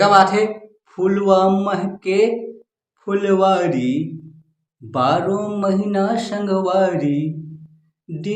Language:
Chhattisgarhi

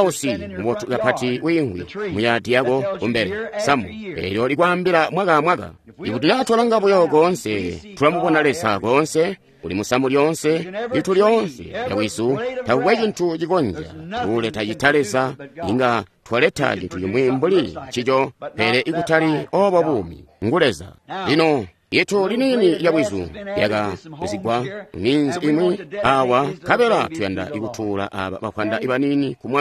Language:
Tonga (Zambia)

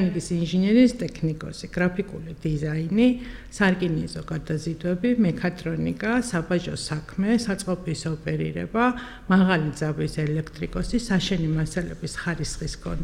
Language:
Georgian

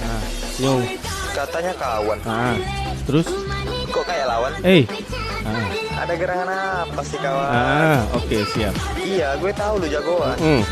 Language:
Ambonese Malay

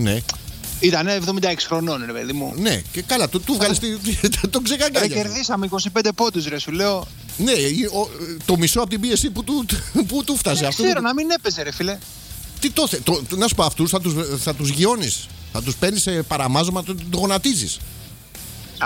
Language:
Greek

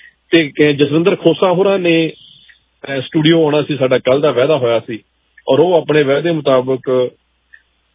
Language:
Punjabi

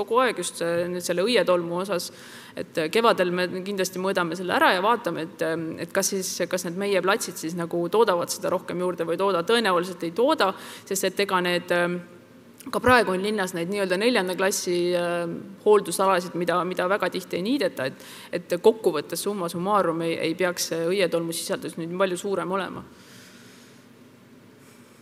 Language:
Estonian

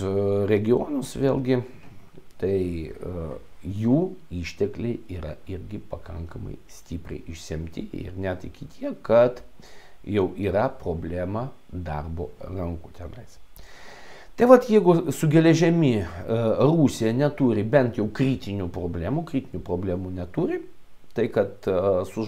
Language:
Lithuanian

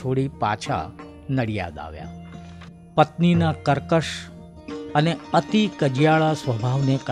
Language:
Gujarati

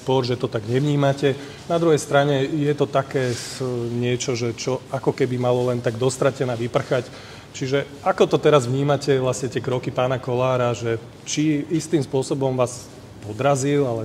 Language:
Slovak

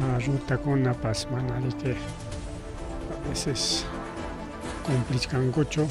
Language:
Ayacucho Quechua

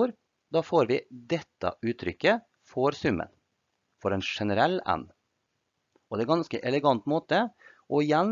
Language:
Norwegian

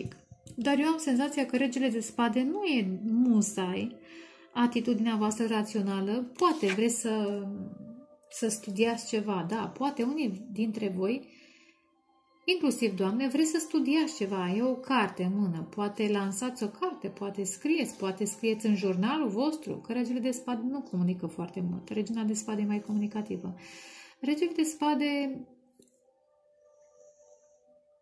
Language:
Romanian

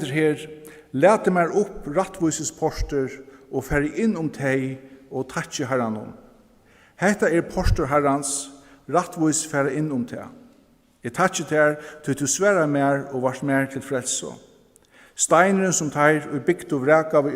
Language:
Faroese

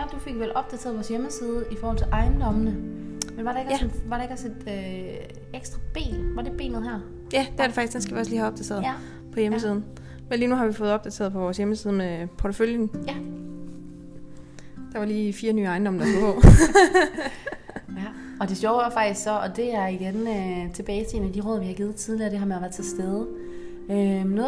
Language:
Danish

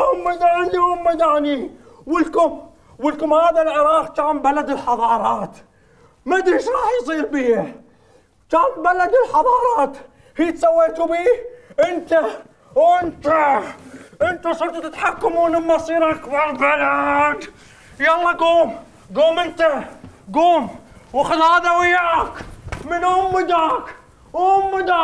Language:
Mesopotamian Arabic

